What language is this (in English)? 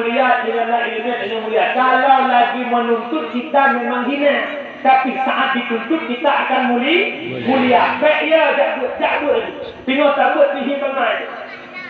Achinese